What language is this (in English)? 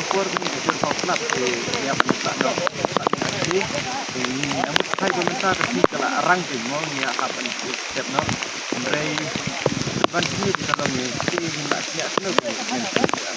Khasi